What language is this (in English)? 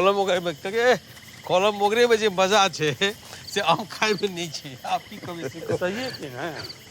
Maithili